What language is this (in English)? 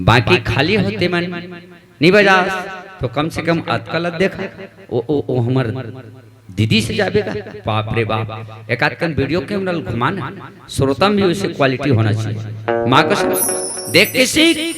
Chhattisgarhi